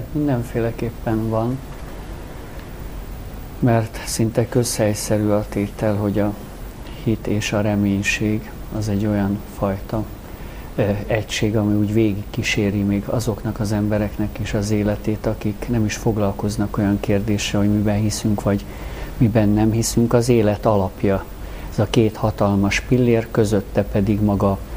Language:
Hungarian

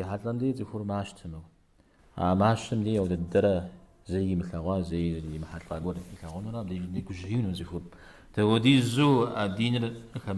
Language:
Kabardian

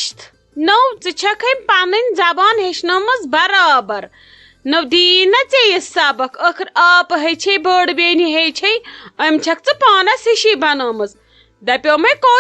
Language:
Kashmiri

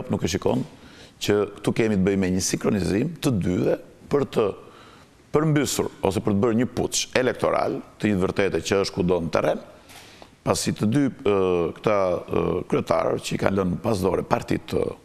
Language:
Albanian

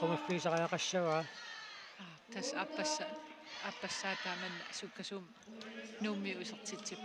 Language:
Kalaallisut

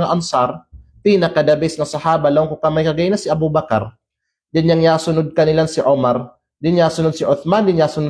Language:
Kalagan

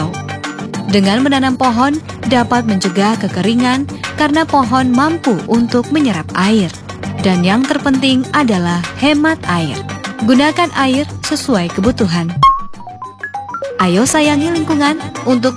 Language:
Indonesian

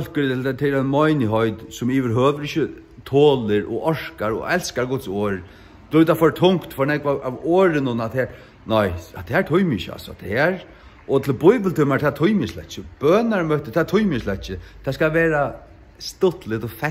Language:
Faroese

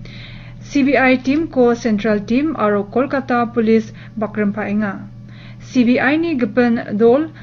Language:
Garo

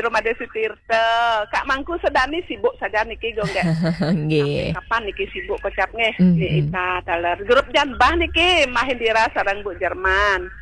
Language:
Balinese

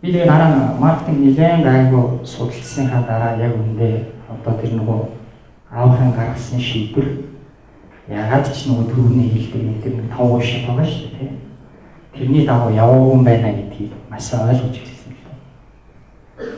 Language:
Mongolian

